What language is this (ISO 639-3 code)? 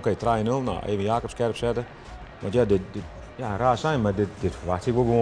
fry